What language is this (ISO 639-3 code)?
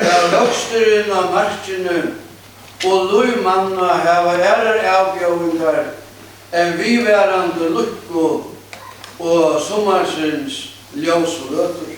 fao